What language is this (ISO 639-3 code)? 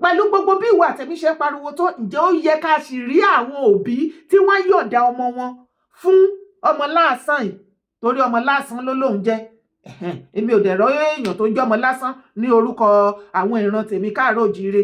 yor